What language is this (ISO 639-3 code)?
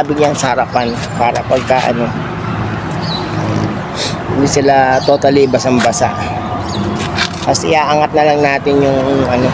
fil